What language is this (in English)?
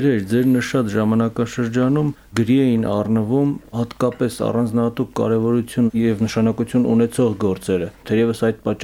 Armenian